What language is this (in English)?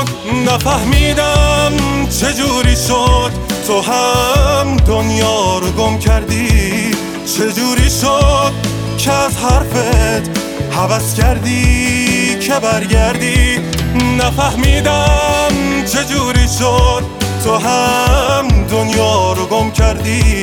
Persian